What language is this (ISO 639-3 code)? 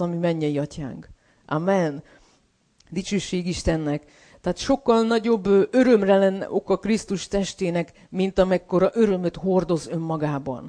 hun